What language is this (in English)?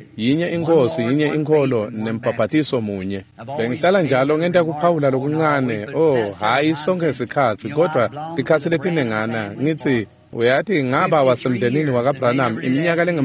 Swati